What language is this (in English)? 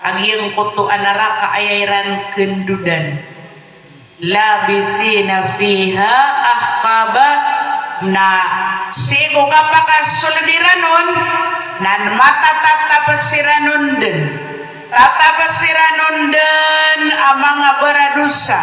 Maranao